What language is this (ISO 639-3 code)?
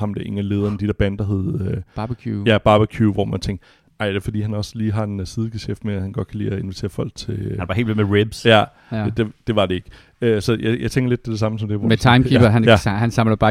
dan